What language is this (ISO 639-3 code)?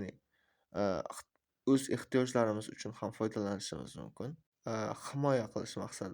uzb